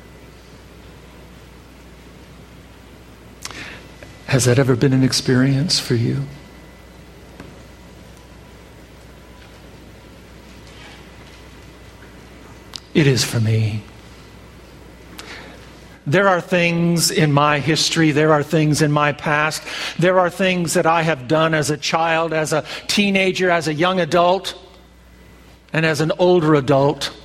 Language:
English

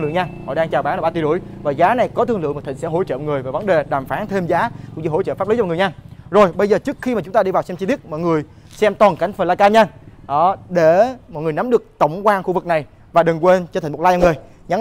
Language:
Vietnamese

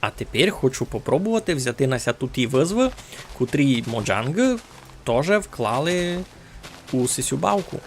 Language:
Rusyn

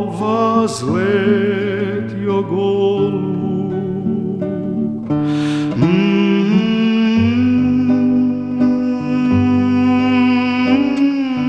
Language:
Croatian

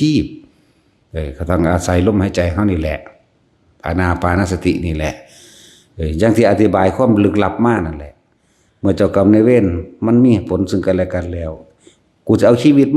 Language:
Lao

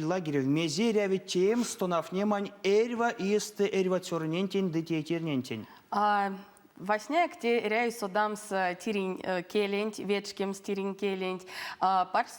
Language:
Erzya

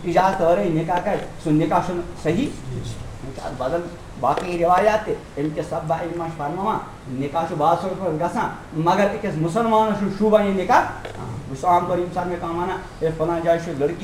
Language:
Kashmiri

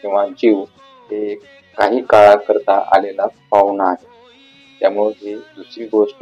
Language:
Marathi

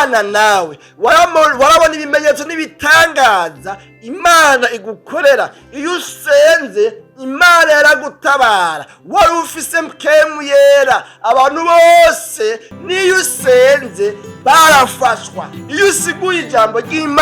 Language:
Rundi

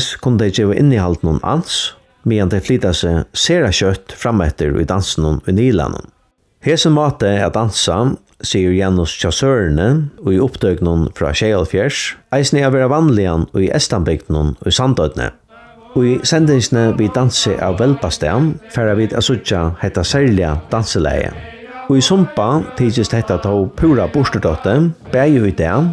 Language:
Faroese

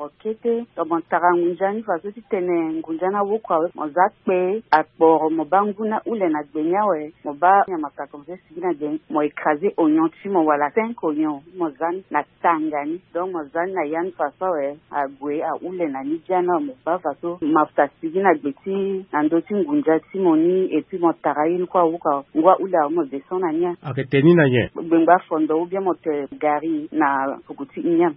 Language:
Sango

